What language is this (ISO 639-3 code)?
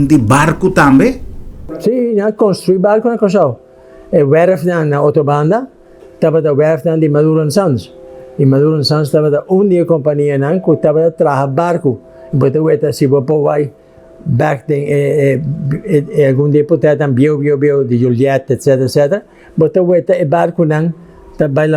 pap